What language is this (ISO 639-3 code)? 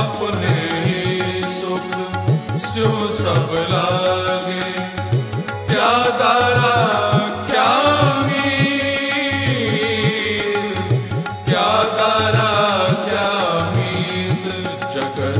hin